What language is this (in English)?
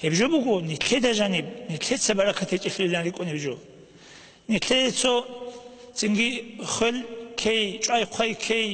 Avaric